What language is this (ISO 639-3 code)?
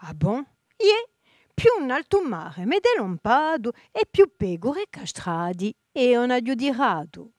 cos